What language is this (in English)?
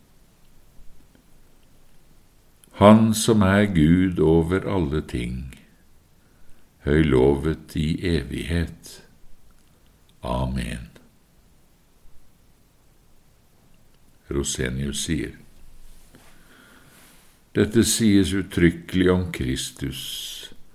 Norwegian